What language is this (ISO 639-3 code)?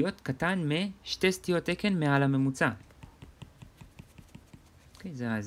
heb